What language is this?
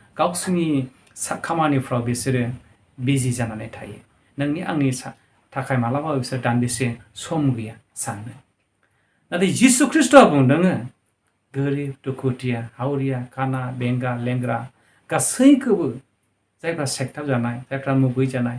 Bodo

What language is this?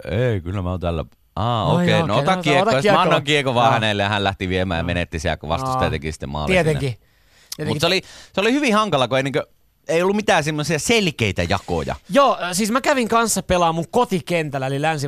Finnish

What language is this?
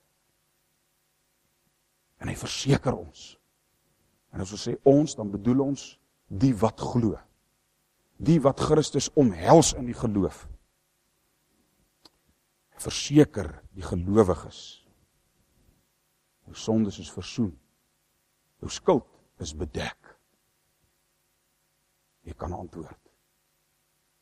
Afrikaans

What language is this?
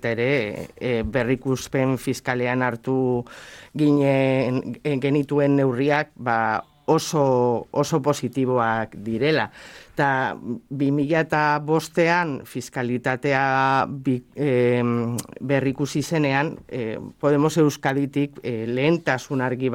Basque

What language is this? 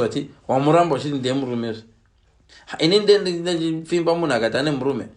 Shona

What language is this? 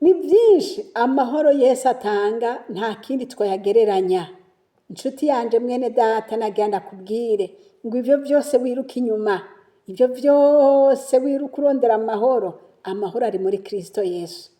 Rundi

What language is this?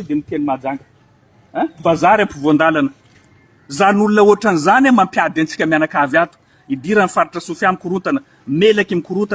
Malagasy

